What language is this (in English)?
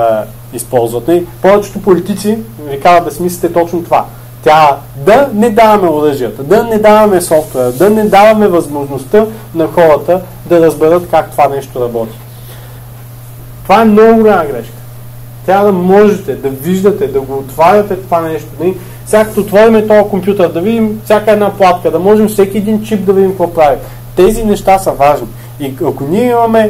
Bulgarian